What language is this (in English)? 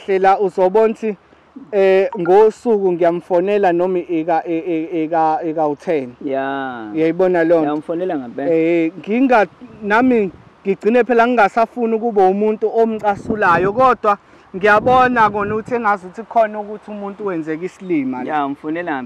Zulu